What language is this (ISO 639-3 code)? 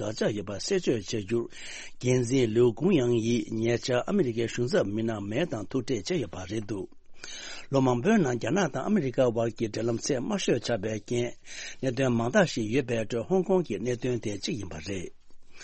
bod